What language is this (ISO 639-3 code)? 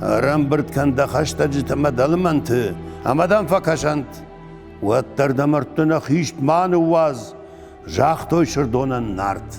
oss